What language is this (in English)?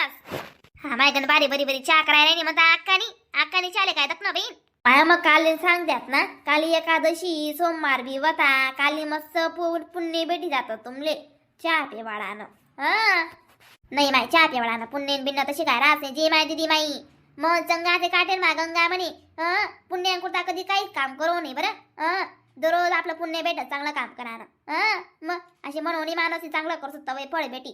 Khandesi